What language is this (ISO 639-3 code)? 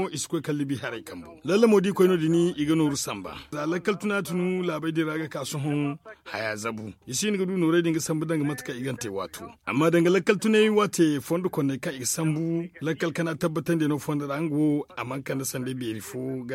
dje